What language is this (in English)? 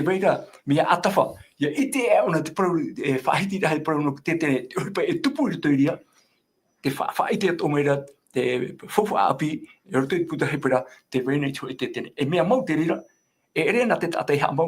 Tahitian